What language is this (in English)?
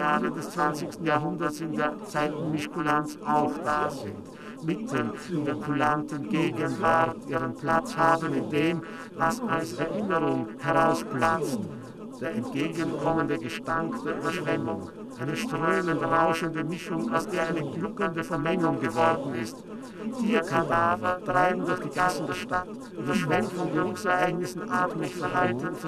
German